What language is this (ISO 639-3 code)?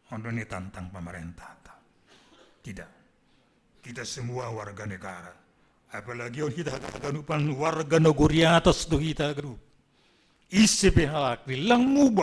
bts